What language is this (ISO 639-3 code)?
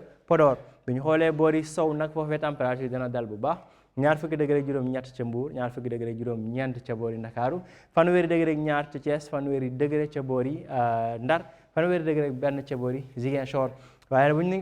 wol